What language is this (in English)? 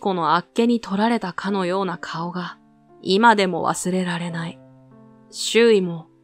Japanese